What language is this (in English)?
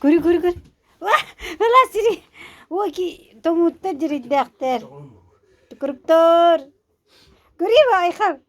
Yakut